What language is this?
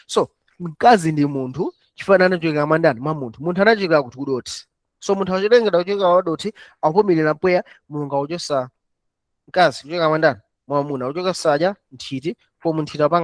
Nyanja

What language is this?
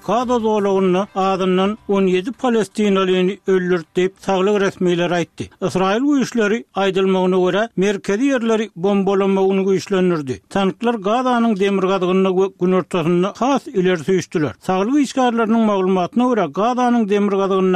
Turkmen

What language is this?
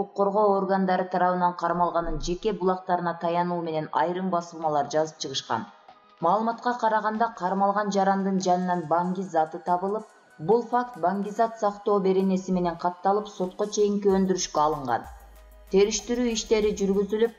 Kyrgyz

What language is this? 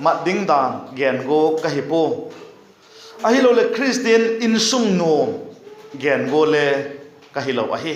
Vaiphei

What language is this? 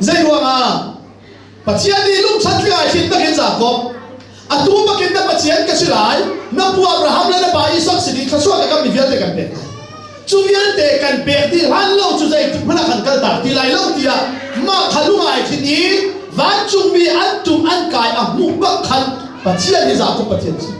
Hakha Chin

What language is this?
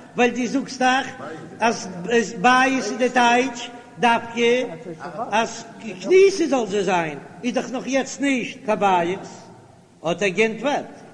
Yiddish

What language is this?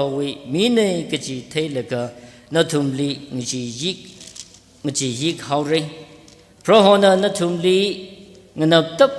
Tangkhul Naga (India)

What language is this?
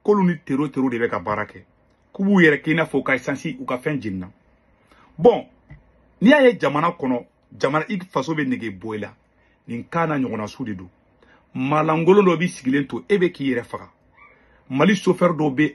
Bambara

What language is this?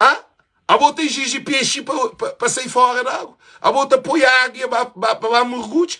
Kabuverdianu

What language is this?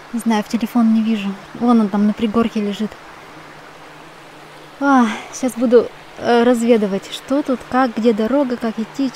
Russian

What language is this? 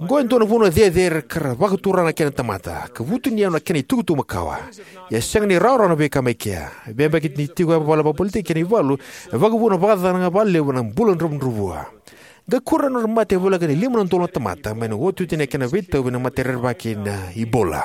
Fijian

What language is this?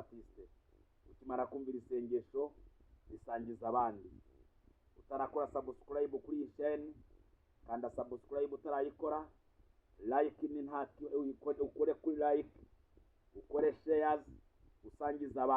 Kinyarwanda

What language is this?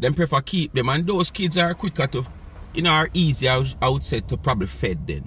Jamaican Creole English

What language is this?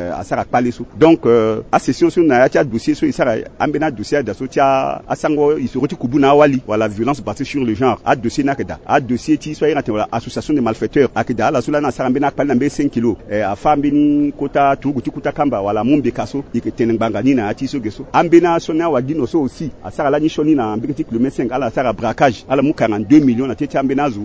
Sango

